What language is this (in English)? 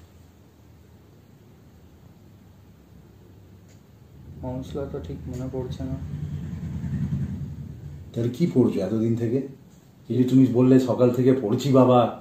Bangla